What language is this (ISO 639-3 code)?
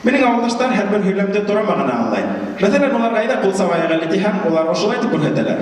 bak